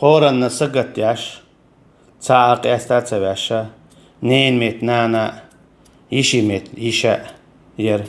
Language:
Chechen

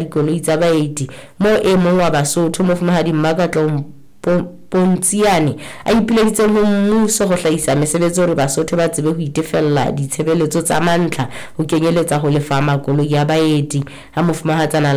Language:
Southern Sotho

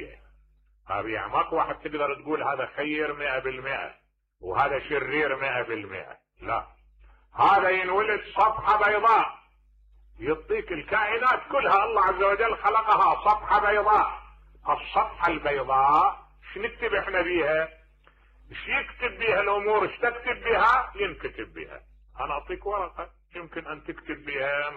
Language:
Mesopotamian Arabic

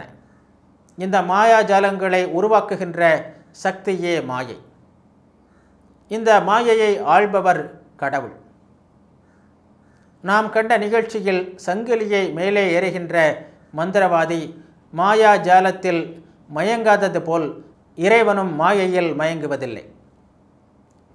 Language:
Tamil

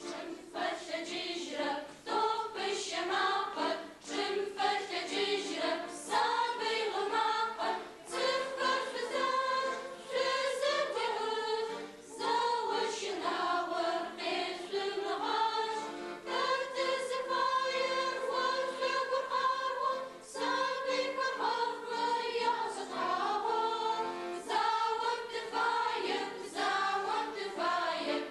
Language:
Adyghe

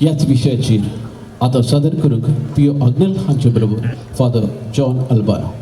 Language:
Konkani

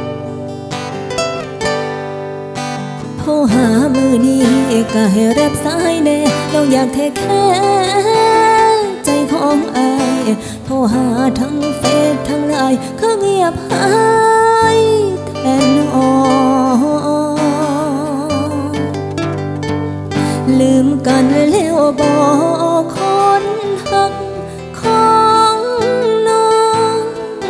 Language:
Thai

